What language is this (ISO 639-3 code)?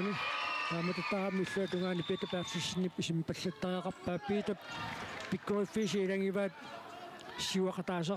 kal